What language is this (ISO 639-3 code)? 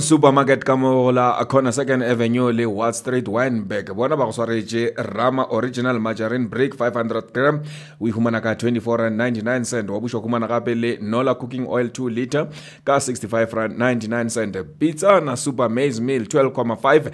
nso